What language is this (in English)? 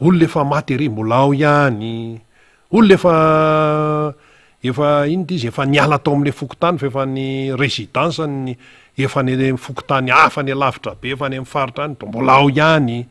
Malagasy